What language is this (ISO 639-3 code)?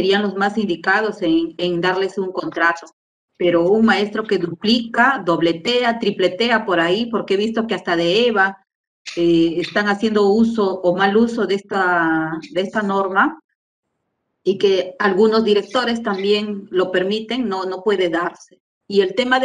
spa